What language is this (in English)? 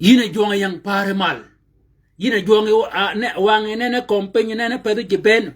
Shilluk